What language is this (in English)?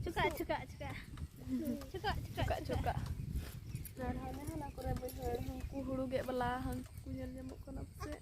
Santali